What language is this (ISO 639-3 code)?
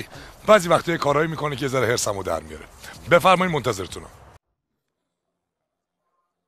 fas